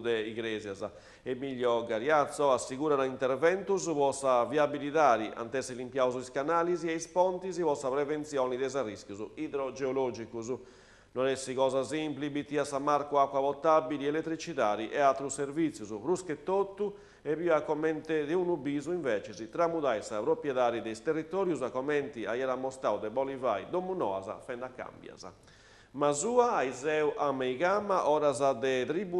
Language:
Sardinian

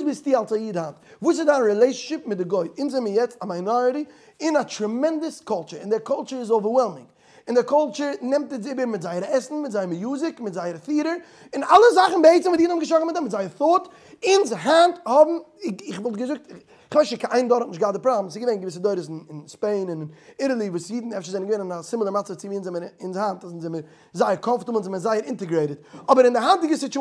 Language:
Yiddish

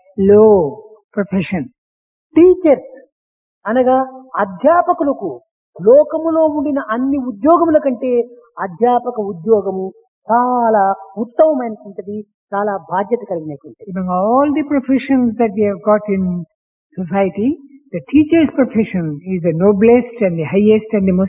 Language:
Telugu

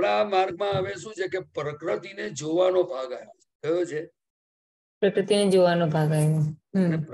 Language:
Gujarati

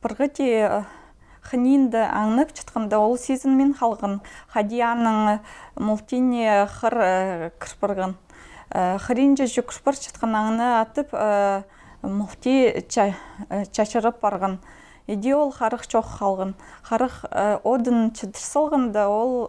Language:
Khakas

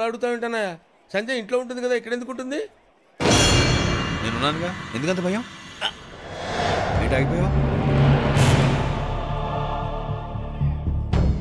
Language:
Telugu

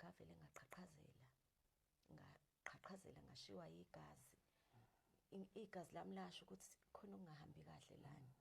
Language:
Zulu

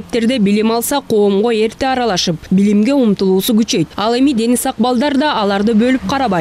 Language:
Kyrgyz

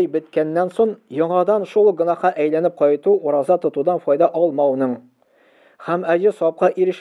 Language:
Tatar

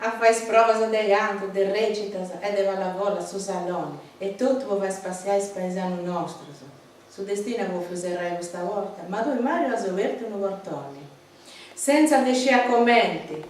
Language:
Sardinian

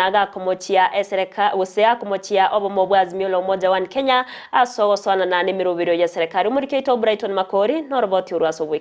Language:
Gusii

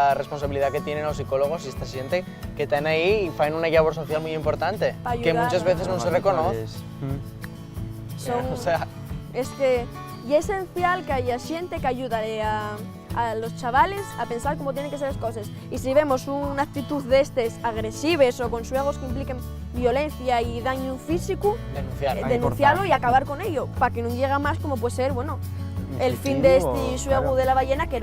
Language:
Asturian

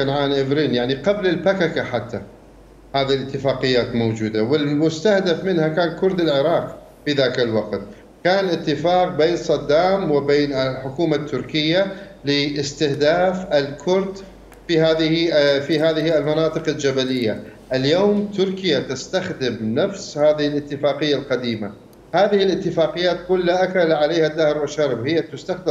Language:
Mesopotamian Arabic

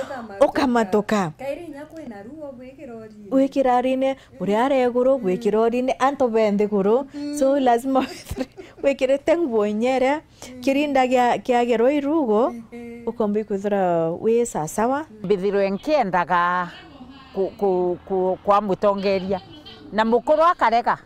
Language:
Meru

